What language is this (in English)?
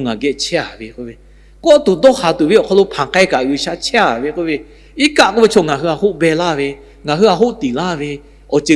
Lahu